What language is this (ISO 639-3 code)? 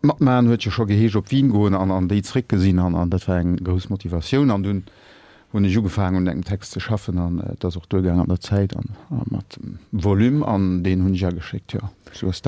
ltz